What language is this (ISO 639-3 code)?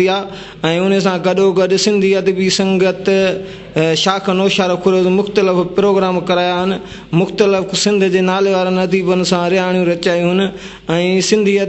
snd